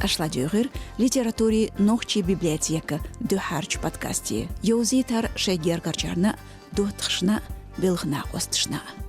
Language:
Chechen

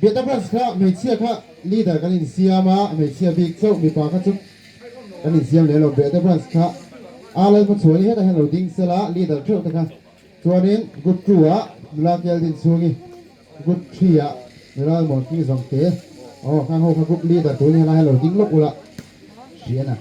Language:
Mizo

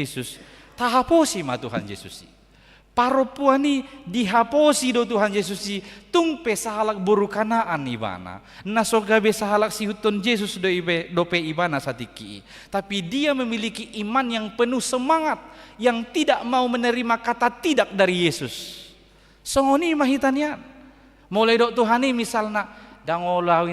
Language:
Batak Toba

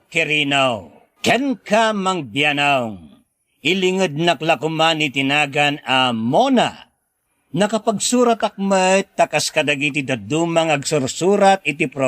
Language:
Iloko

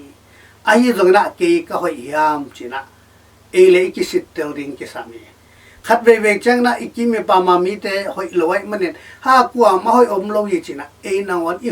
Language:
Tedim Chin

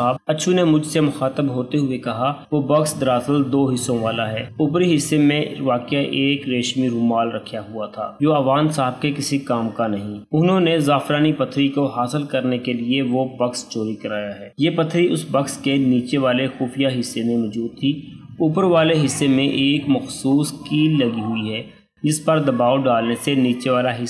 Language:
Urdu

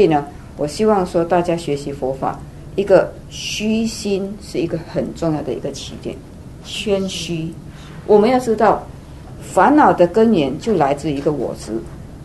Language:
Chinese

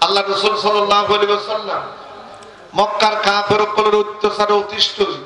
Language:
Rohingya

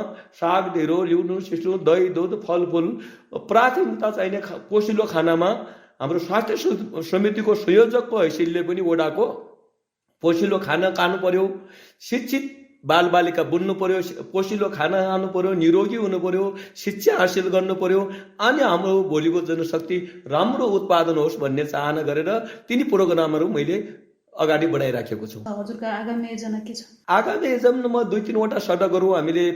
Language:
Nepali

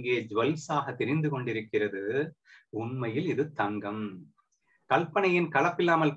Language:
Tamil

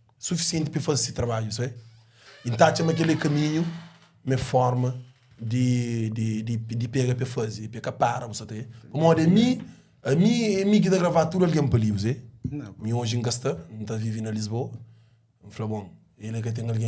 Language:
Kabuverdianu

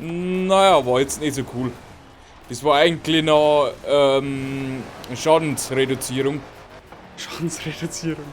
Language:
Bavarian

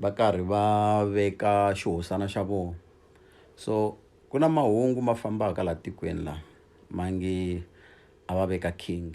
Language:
Tsonga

